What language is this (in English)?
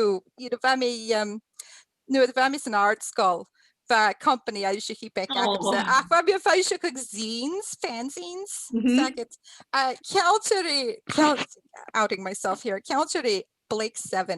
Scottish Gaelic